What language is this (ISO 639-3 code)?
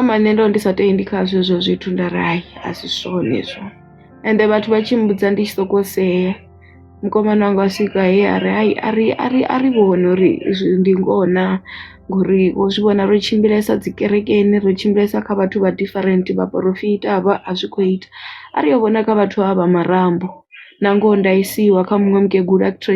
ven